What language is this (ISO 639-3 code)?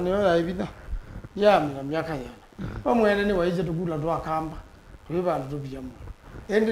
kam